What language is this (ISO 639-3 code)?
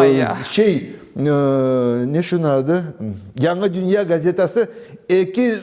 crh